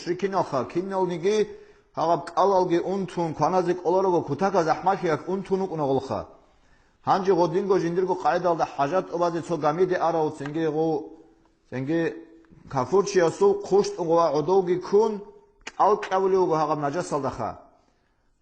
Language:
Avaric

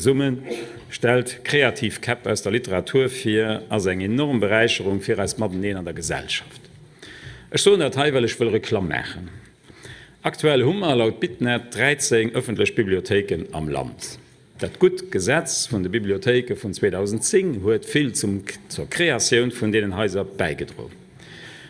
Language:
Luxembourgish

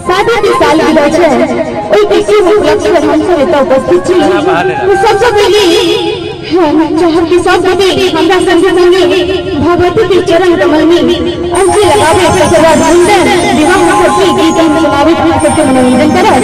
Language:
Maithili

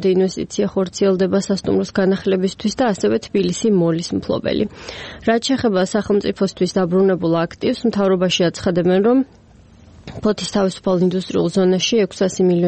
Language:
Georgian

